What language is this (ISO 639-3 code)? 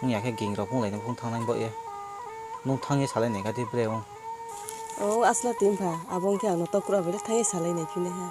ria